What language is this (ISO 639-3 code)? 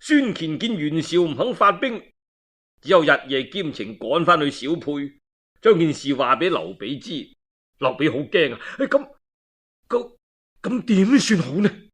yue